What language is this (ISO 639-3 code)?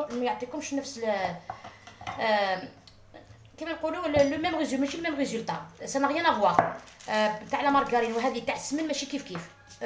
arq